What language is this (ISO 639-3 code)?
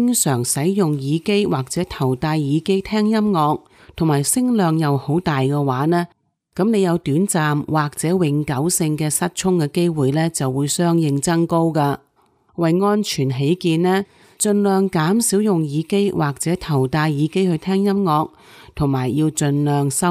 yue